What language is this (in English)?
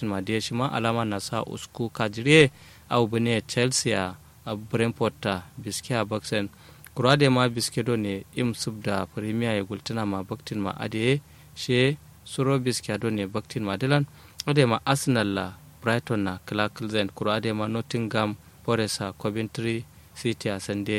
Kanuri